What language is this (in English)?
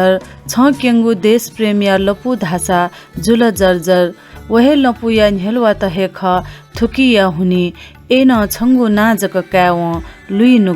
Newari